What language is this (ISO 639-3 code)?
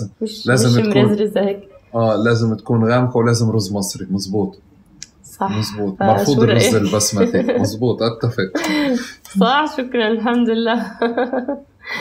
apc